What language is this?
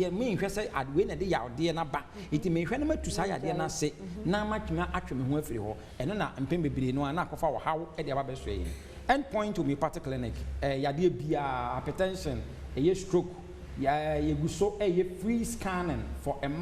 Akan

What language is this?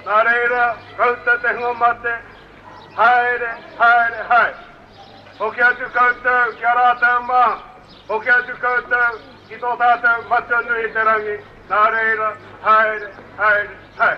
Māori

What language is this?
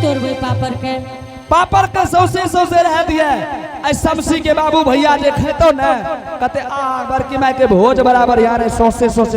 Angika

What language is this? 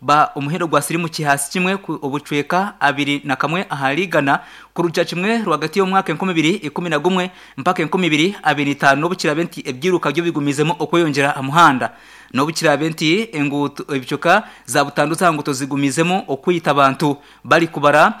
Nyankole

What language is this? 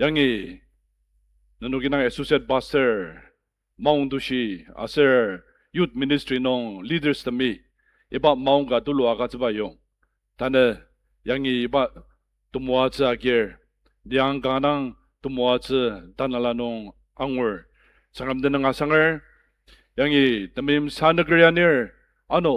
Ao Naga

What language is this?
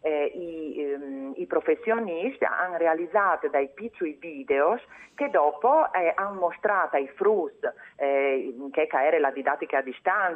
Friulian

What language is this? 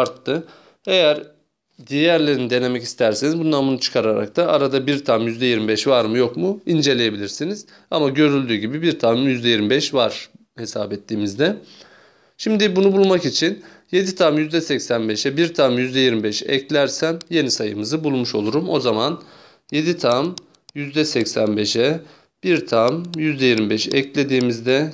Turkish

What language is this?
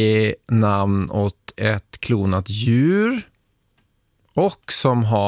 Swedish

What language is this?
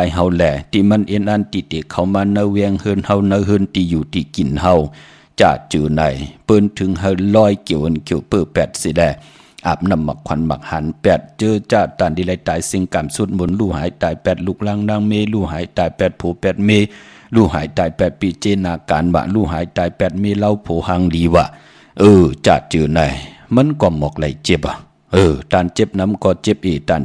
Shan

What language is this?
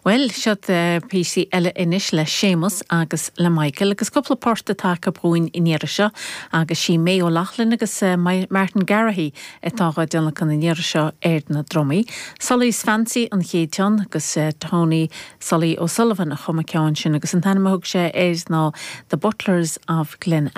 Irish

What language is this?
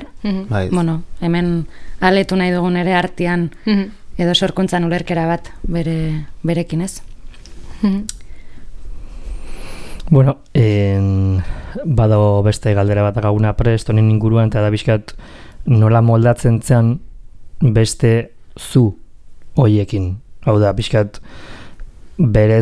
Basque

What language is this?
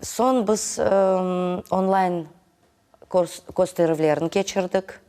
Crimean Tatar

